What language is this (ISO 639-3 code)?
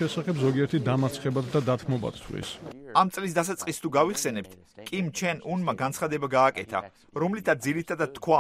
kat